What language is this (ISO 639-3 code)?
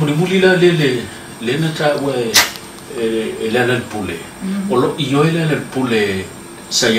smo